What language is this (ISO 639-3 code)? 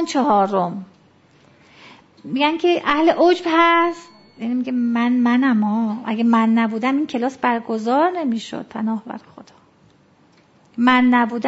fas